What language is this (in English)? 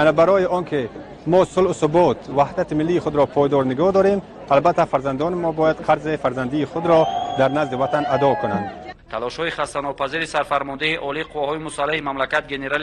Tajik